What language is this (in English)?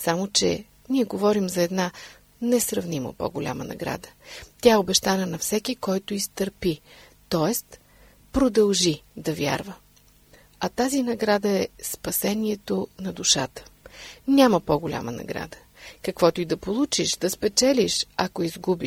Bulgarian